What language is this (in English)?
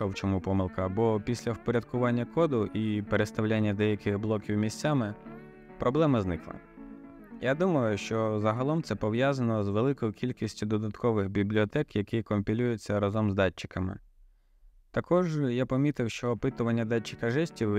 Ukrainian